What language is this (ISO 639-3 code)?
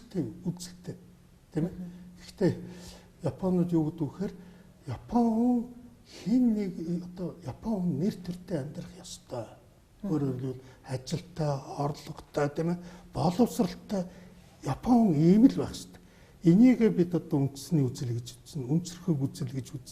mon